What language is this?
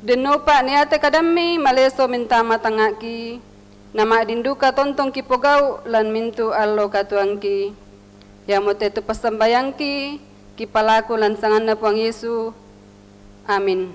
Toraja-Sa'dan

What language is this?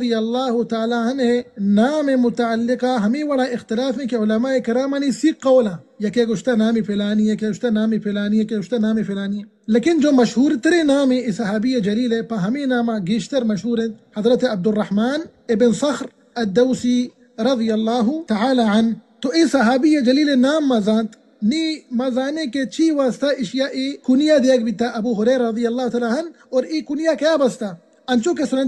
Baluchi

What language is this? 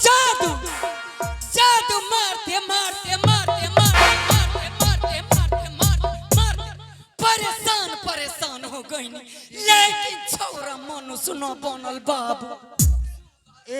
Angika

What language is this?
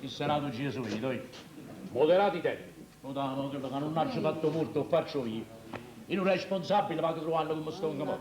Neapolitan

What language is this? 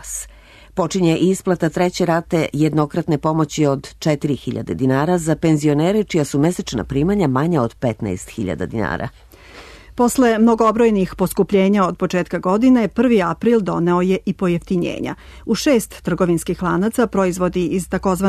Serbian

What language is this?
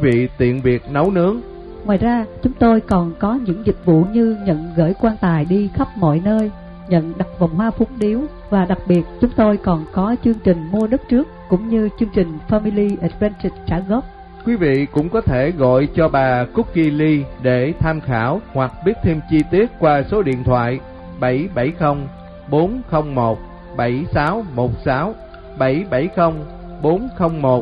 Vietnamese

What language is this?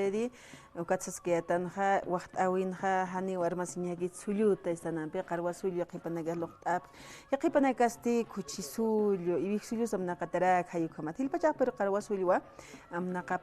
Aymara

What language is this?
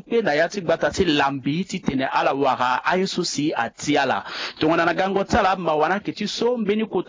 Sango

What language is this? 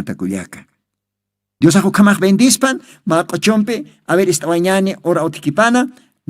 Aymara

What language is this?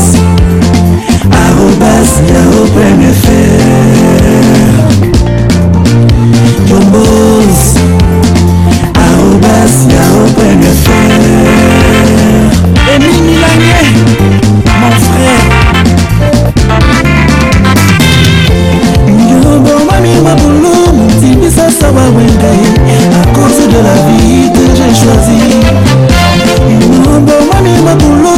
French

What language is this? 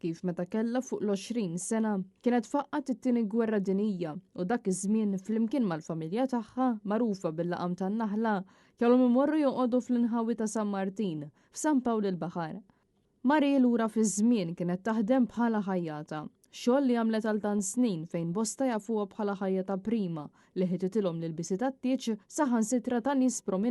Maltese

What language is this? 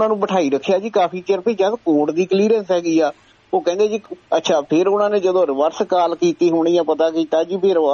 Punjabi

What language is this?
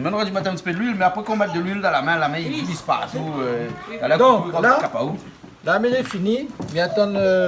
Réunion Creole French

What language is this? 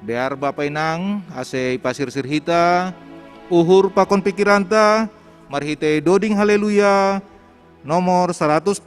Batak Simalungun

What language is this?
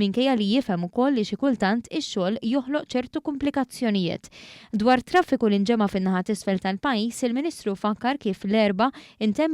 Maltese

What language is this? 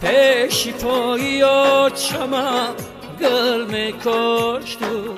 Tajik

